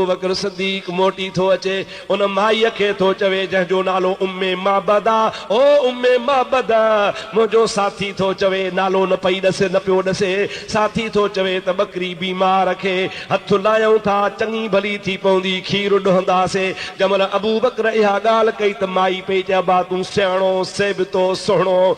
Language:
Sindhi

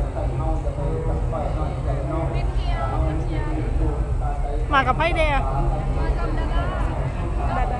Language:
Lao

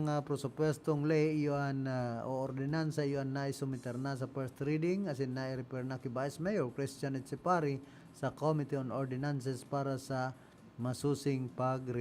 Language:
Bikol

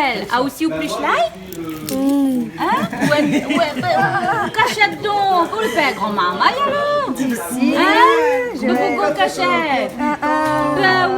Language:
Réunion Creole French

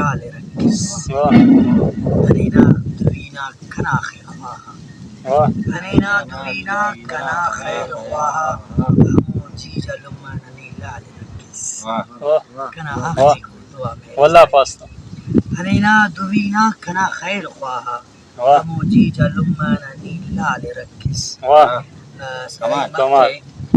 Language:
Brahui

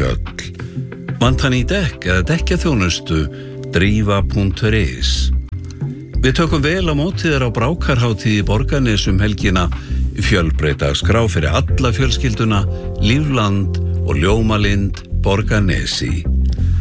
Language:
Icelandic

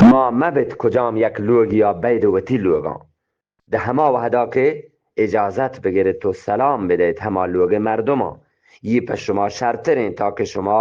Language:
Eastern Balochi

